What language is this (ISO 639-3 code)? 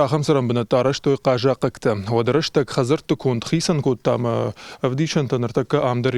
oss